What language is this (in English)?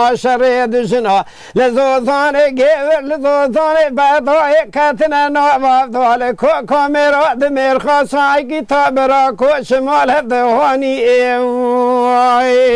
Kurdish